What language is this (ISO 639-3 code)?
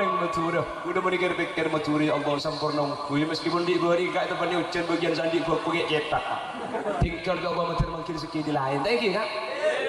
mad